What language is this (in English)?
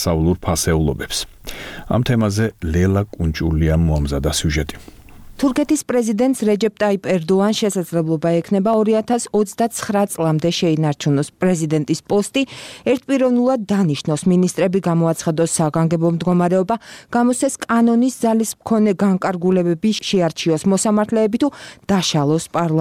Georgian